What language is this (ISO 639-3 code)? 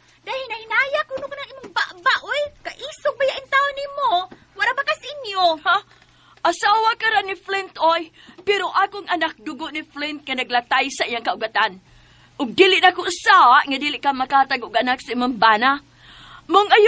ceb